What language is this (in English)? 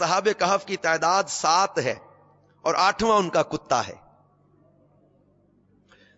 Urdu